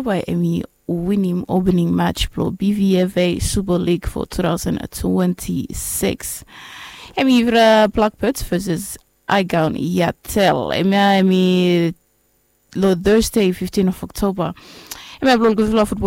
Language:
Bislama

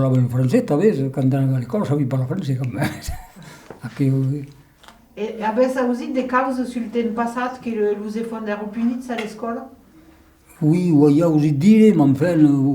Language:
Occitan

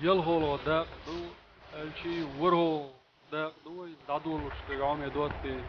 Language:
Chechen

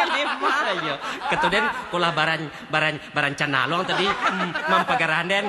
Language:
Minangkabau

